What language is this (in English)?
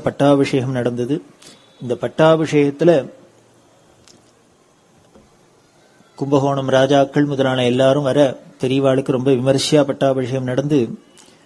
Tamil